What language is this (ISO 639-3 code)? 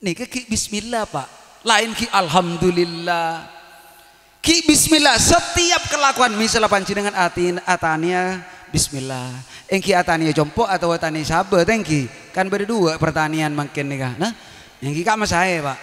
mad